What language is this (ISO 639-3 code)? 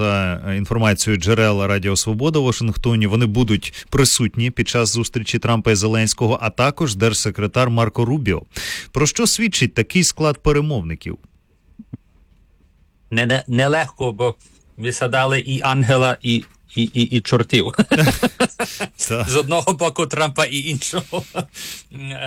ukr